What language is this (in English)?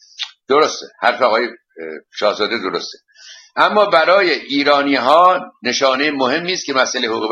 Persian